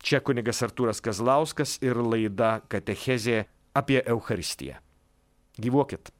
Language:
Lithuanian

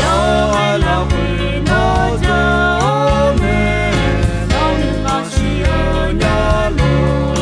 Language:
Akha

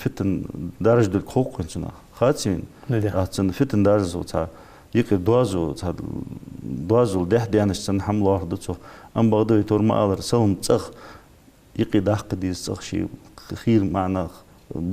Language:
Ingush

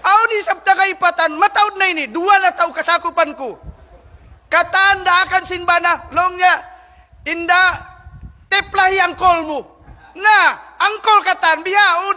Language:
Tausug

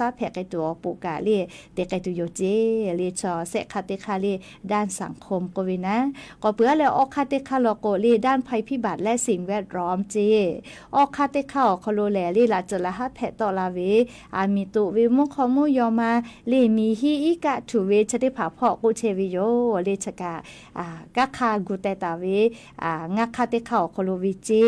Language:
Lahu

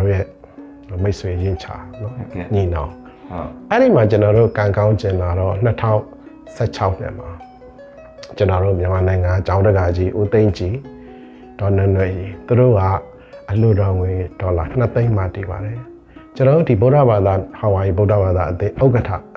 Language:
Burmese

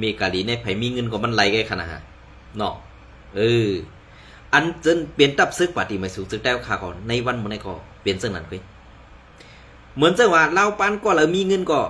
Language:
Shan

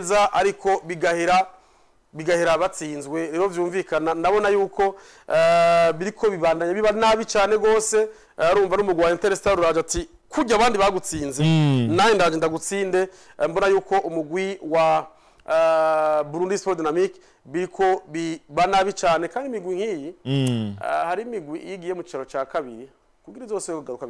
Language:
Rundi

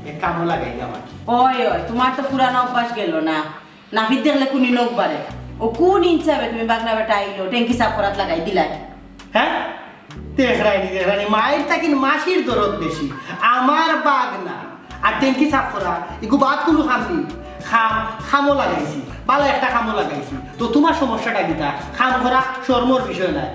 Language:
Sylheti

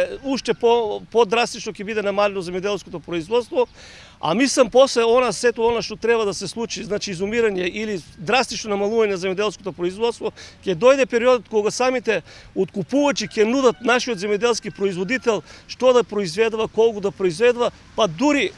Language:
Macedonian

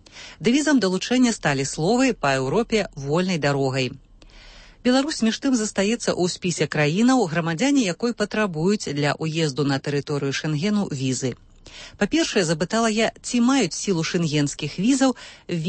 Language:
Belarusian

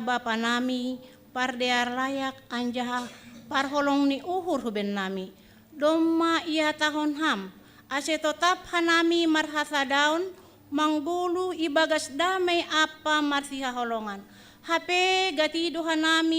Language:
Batak Simalungun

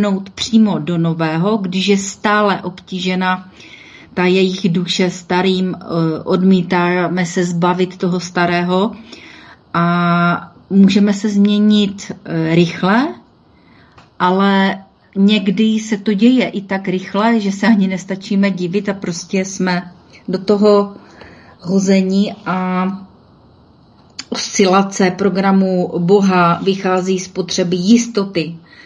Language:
Czech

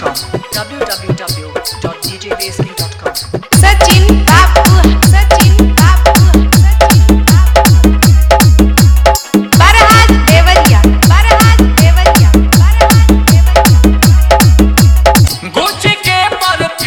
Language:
Bhojpuri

